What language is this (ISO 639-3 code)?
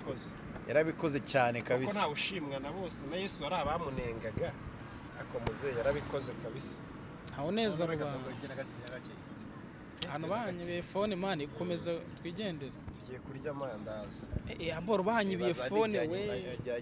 kin